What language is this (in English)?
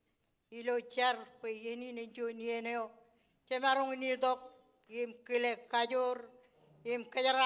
Marshallese